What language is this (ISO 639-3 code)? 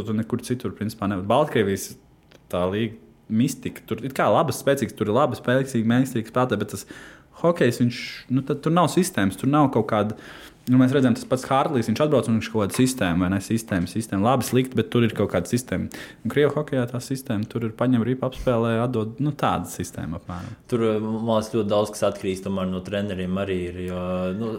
lav